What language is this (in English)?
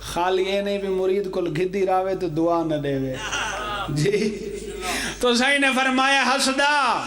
Pahari-Potwari